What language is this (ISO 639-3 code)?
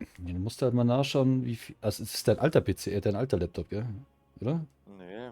bar